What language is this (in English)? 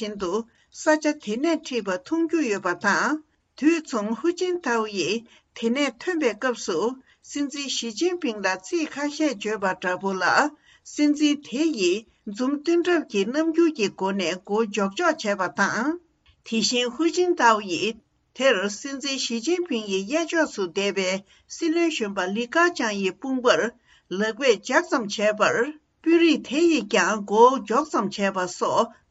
Tibetan